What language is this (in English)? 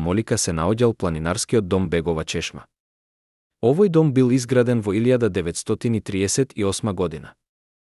Macedonian